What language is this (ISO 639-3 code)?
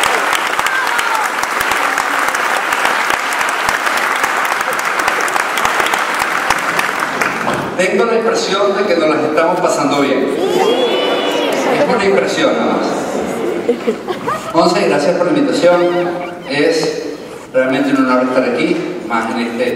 spa